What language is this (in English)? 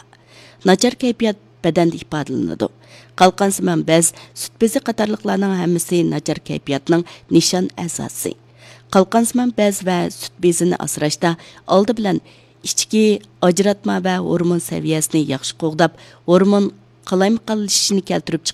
Uyghur